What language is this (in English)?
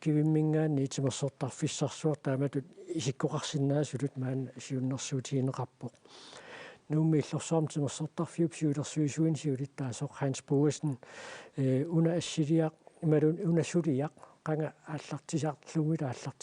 Kalaallisut